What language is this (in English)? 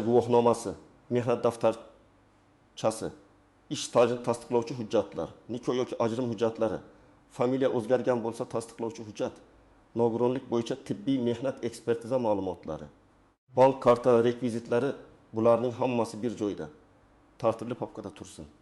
Uzbek